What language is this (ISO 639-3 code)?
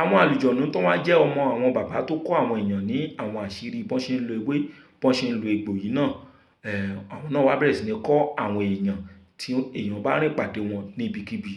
yor